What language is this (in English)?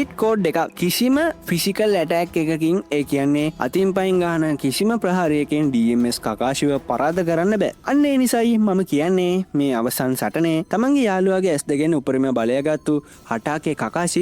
Sinhala